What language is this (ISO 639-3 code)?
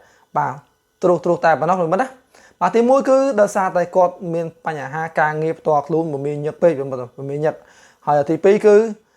khm